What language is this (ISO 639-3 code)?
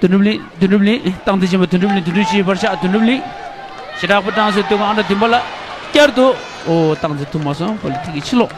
bod